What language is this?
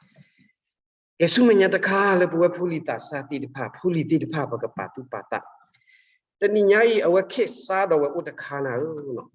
S'gaw Karen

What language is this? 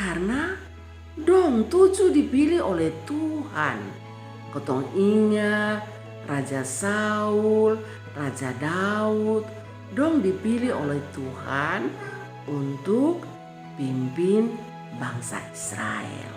Kupang Malay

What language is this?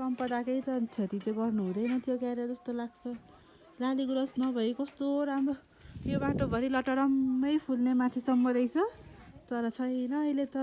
Nepali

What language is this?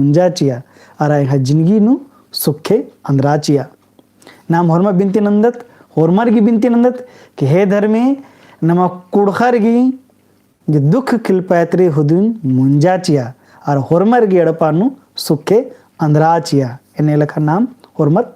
Kurukh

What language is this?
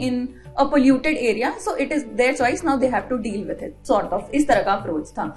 Hindi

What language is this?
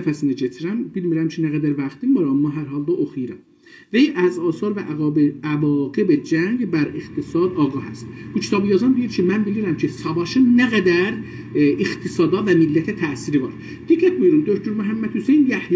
South Azerbaijani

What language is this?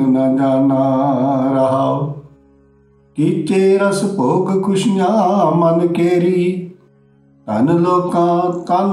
Punjabi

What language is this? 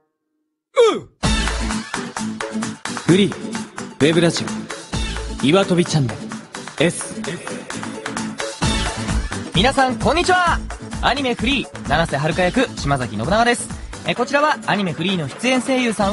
Japanese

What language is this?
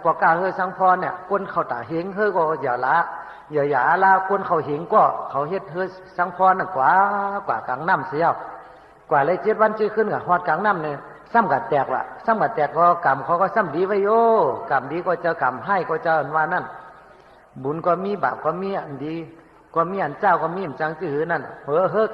Shan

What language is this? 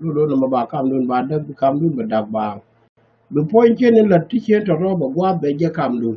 Nuer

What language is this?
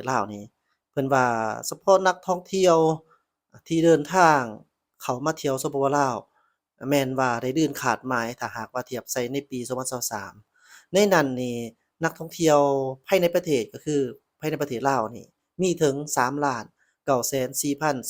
Lao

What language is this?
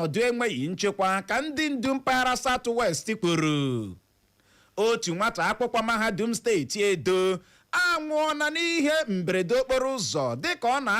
Igbo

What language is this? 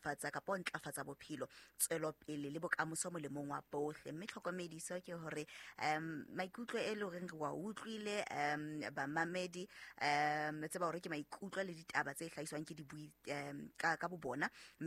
Southern Sotho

